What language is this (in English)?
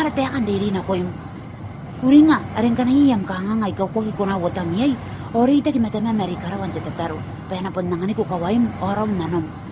Gilbertese